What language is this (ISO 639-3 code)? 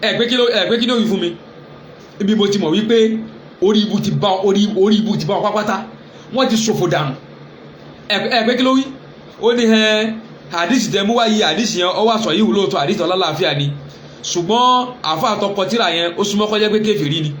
yor